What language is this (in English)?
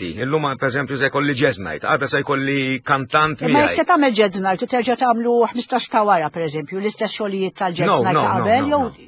Maltese